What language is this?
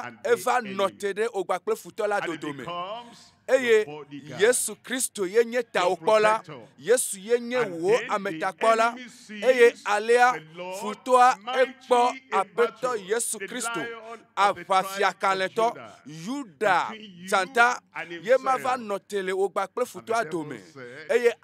Ewe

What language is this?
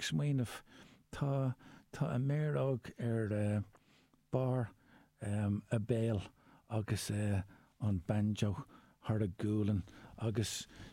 Irish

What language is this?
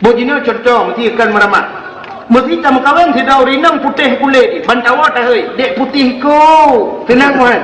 Achinese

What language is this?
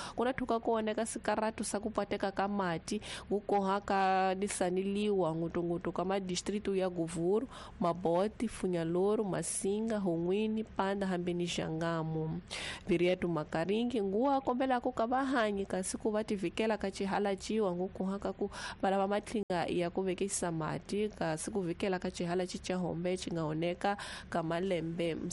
Tsonga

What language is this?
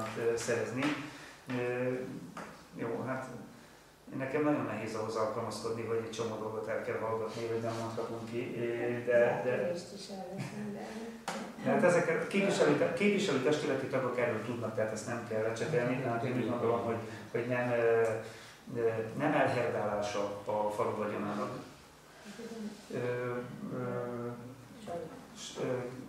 Hungarian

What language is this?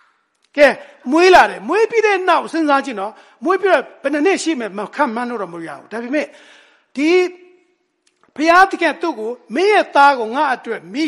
Burmese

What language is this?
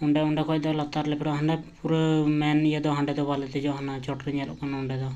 Santali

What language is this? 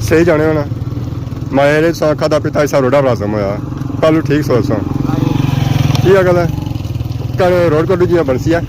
Pahari-Potwari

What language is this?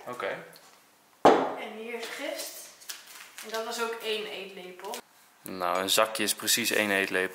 Dutch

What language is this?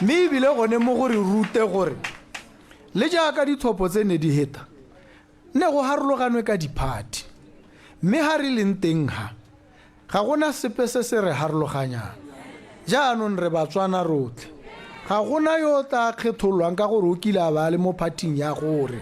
Tswana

